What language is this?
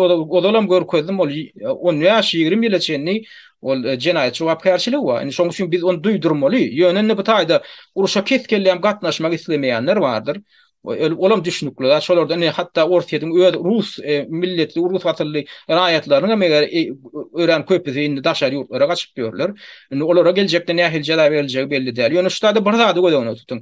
Turkmen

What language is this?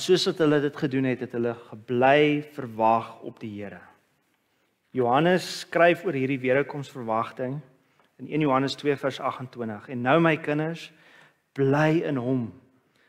Afrikaans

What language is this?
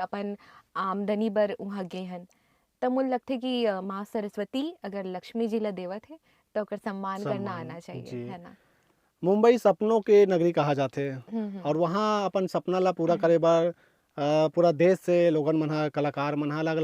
Chhattisgarhi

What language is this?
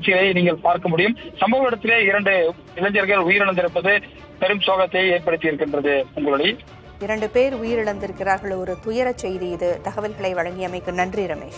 Tamil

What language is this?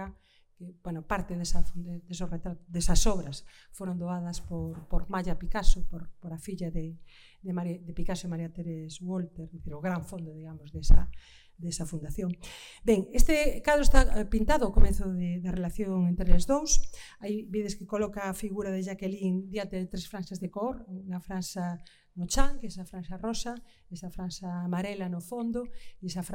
Galician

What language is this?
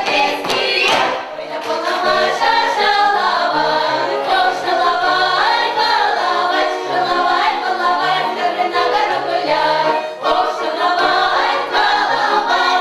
Chuvash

